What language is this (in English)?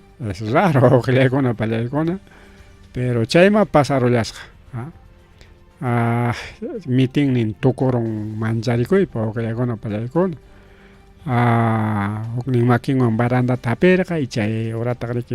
Ayacucho Quechua